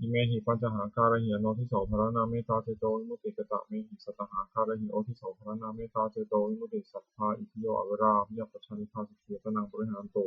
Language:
Pali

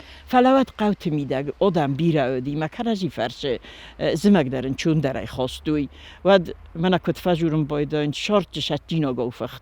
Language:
Ossetic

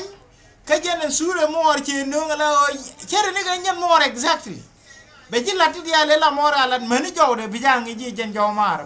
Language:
Nuer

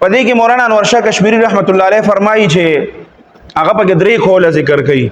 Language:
Pashto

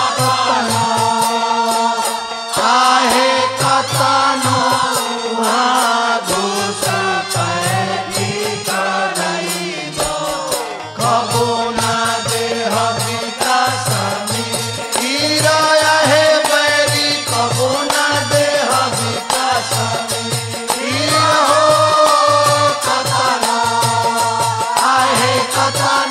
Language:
Bhojpuri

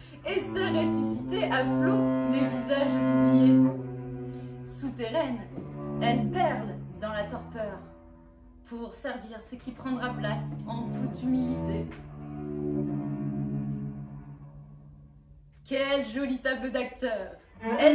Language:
French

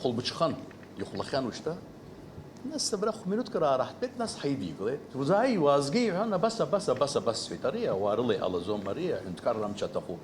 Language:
Abkhazian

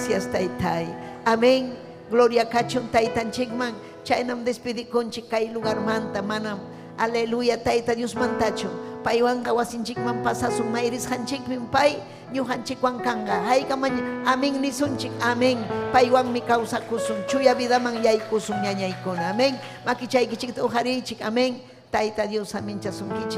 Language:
Ayacucho Quechua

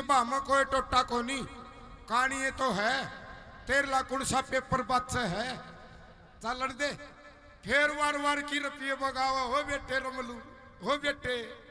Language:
Haryanvi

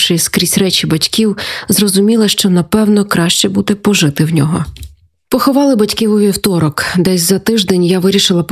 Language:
Ukrainian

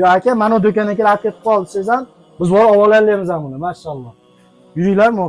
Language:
Uzbek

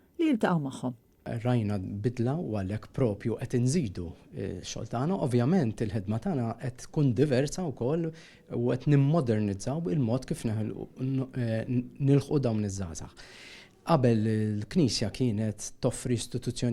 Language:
Maltese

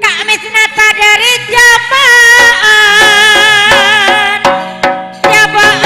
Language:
Madurese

